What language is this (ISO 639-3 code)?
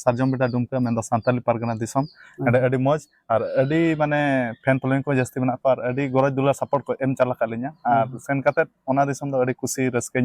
sat